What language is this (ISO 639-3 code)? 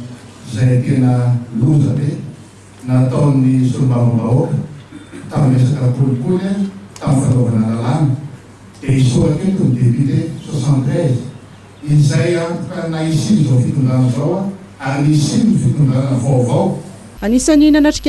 mlg